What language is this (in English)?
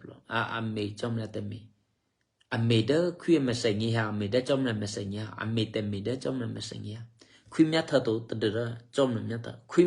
Eastern Kayah